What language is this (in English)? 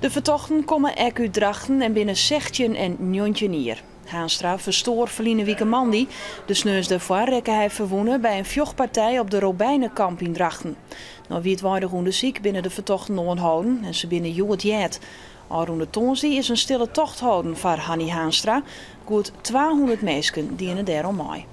Western Frisian